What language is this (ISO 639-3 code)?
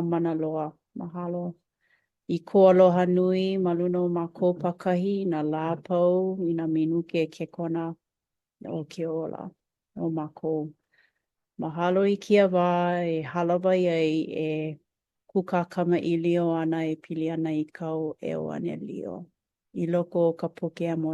haw